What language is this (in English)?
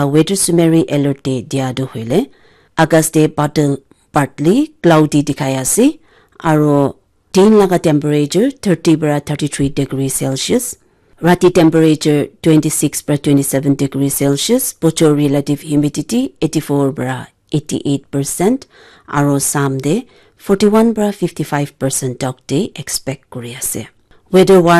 Naga Pidgin